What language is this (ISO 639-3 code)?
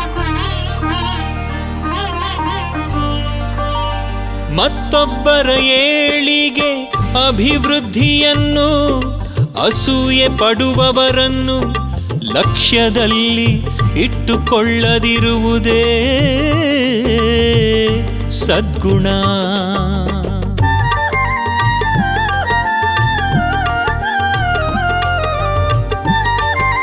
kan